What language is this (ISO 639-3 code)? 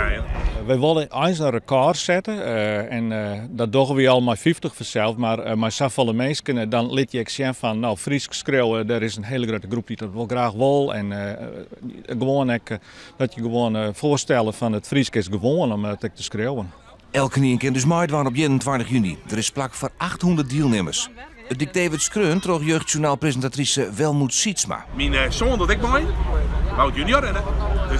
fry